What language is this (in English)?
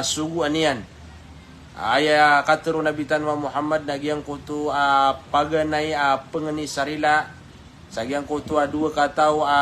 Maranao